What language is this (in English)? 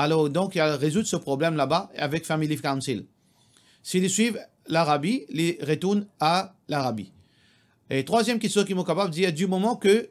Morisyen